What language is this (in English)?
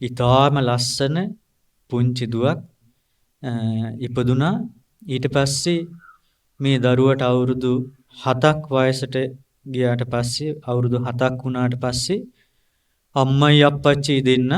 Sinhala